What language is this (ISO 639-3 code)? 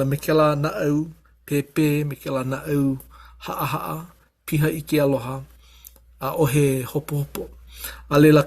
haw